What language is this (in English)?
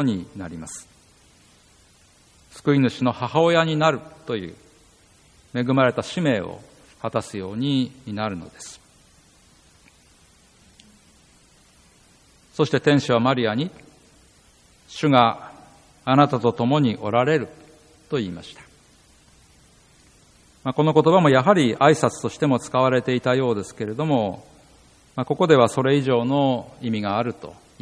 Japanese